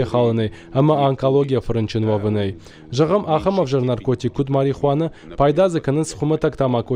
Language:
Ossetic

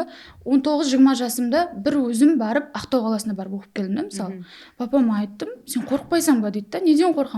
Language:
Kara-Kalpak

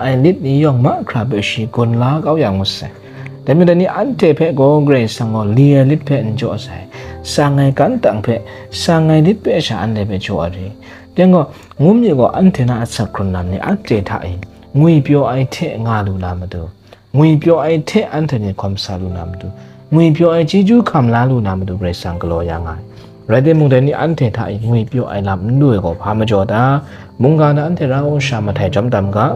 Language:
Kachin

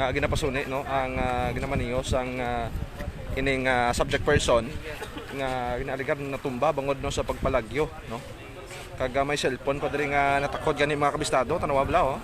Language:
Hiligaynon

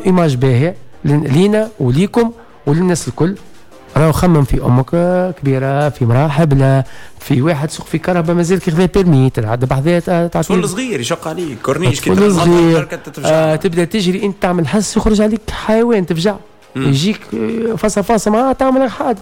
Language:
Tunisian Arabic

